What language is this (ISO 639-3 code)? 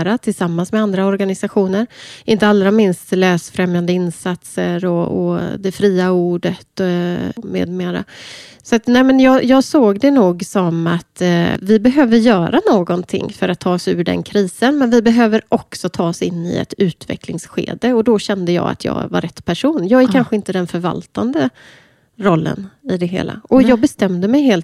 swe